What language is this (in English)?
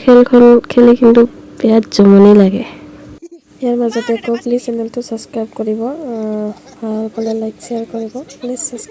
Assamese